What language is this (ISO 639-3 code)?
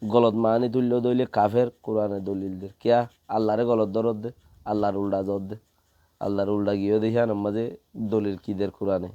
rhg